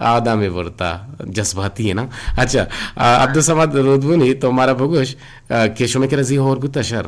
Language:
Eastern Balochi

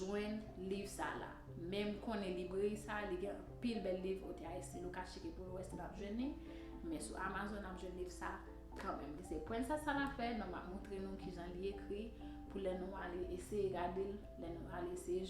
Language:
Haitian Creole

